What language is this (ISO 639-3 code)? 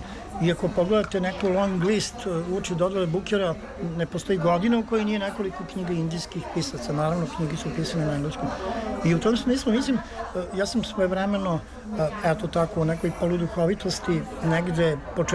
srp